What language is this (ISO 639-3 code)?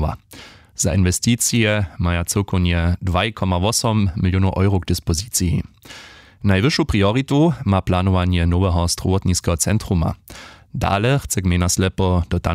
hsb